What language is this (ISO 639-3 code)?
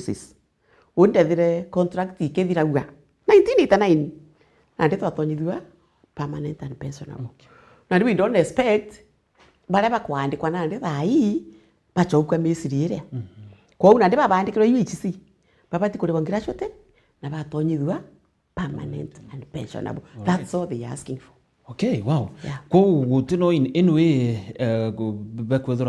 mer